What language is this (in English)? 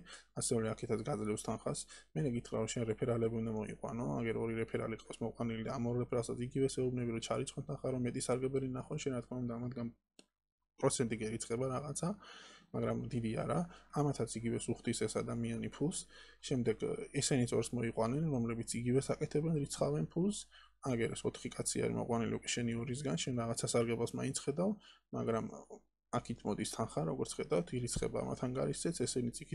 Georgian